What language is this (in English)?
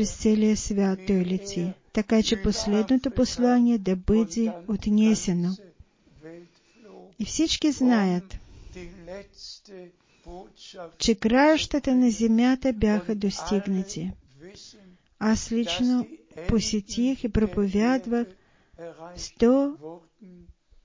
Bulgarian